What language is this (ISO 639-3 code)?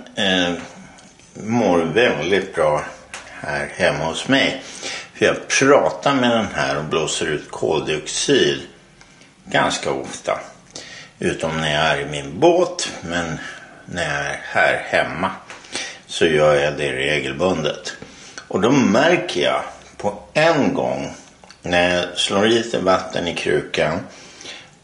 swe